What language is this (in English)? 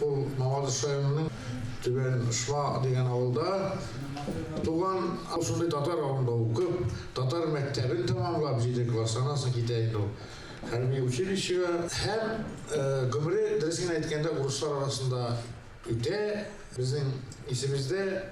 Tatar